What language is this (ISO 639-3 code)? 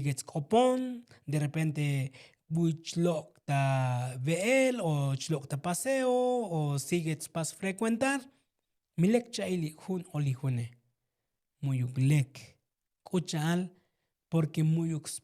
tzo